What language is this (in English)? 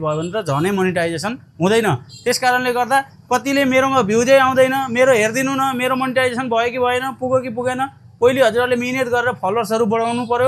Nepali